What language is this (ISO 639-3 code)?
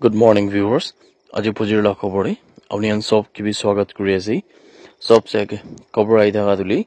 nag